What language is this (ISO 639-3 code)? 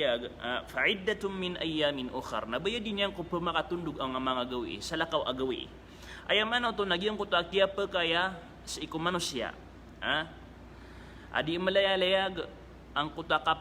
mrw